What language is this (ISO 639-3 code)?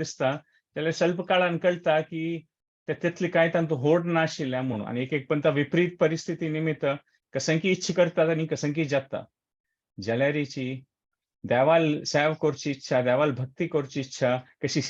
kok